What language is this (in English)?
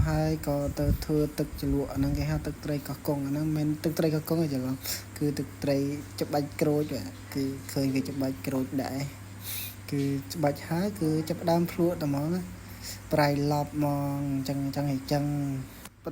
Khmer